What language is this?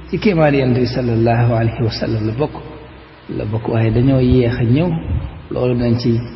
Wolof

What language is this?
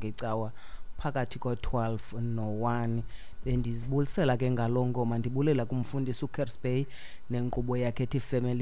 Xhosa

